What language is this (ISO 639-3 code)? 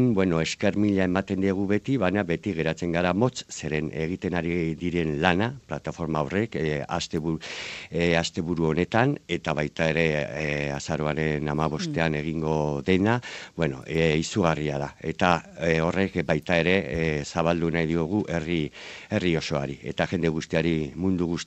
eus